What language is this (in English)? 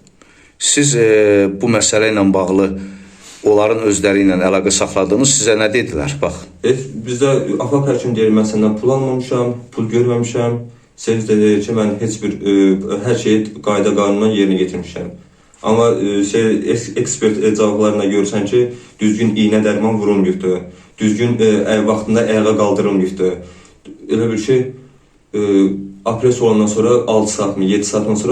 Azerbaijani